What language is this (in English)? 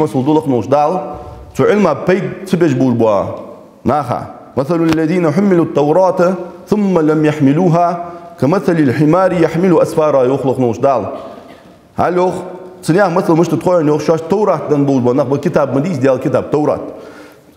Ingush